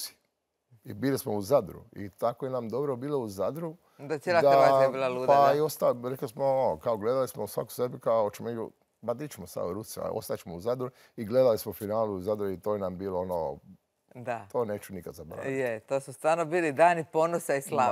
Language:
Croatian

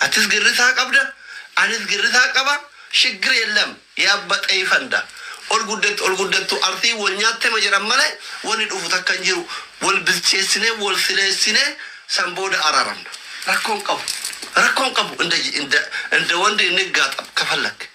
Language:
Oromo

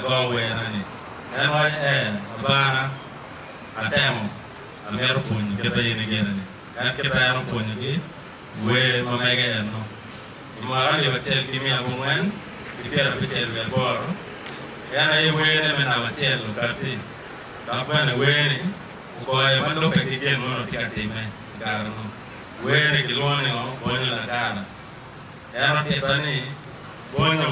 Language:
Acoli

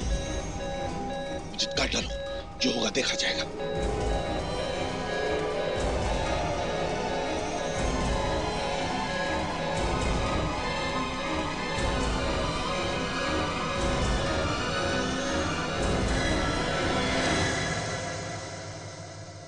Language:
Hindi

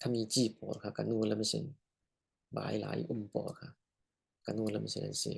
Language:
Falam Chin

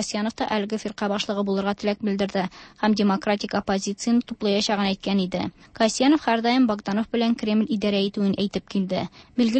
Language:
Tatar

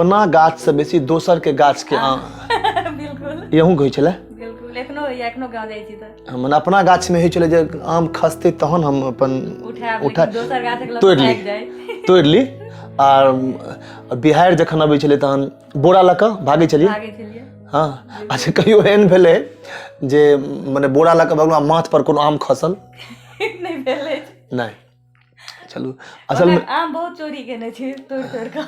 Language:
Maithili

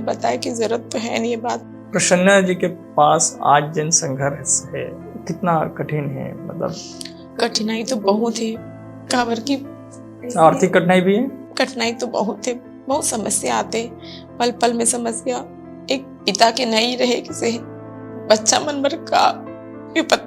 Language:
Chhattisgarhi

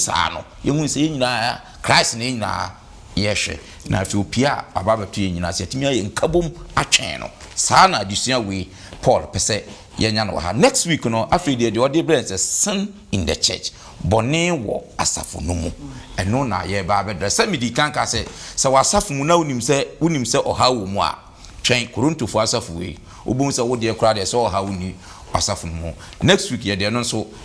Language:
Akan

